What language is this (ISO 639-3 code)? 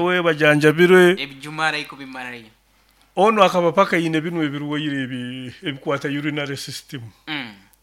nyo